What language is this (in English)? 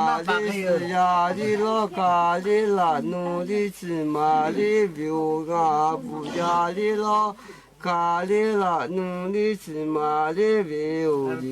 Lahu